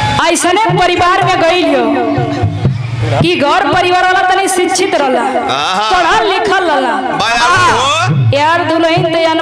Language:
Bhojpuri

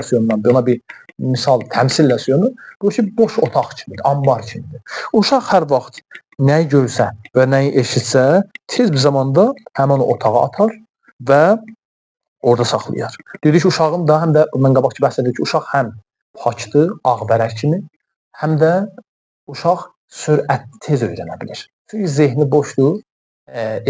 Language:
Azerbaijani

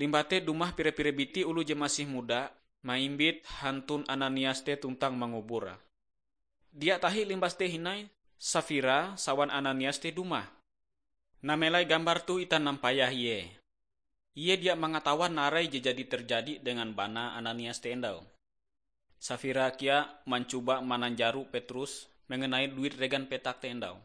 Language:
Ngaju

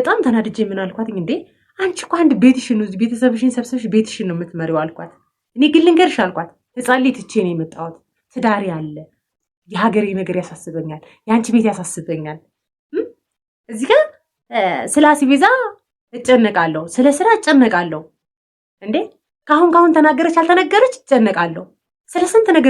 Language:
Amharic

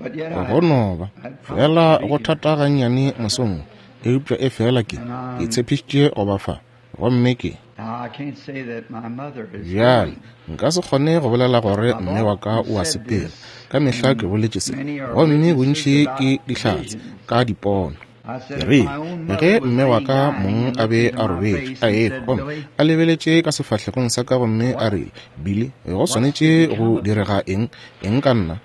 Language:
Northern Sotho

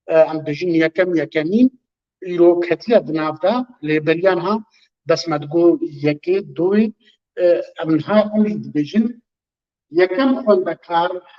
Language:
Kurdish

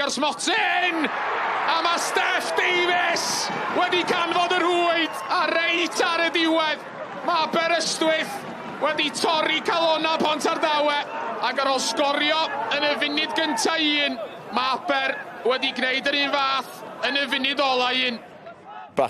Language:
Welsh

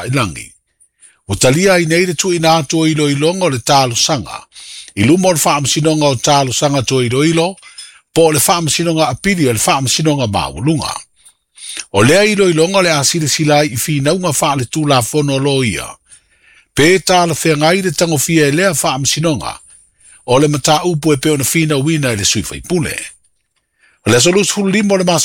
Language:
Samoan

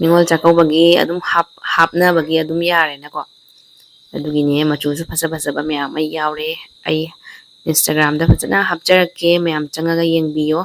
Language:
Manipuri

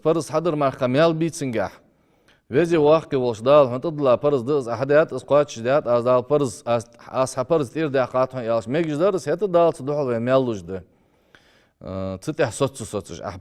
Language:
Ingush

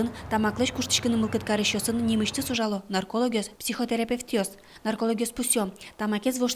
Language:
Udmurt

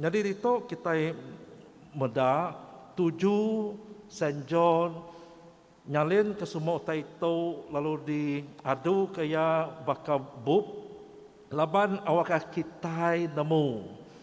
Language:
Iban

